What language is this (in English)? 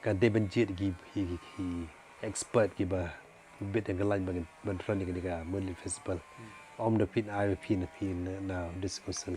Khasi